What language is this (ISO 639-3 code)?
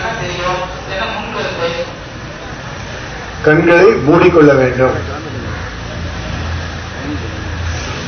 tam